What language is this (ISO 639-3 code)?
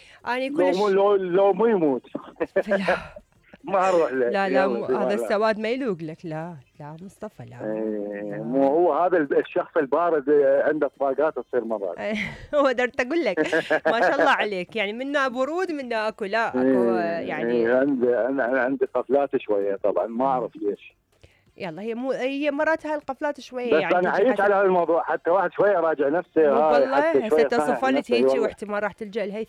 acm